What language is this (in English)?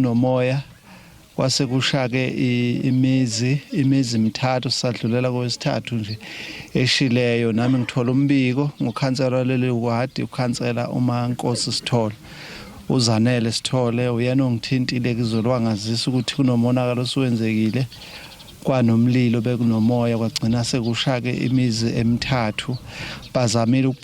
Zulu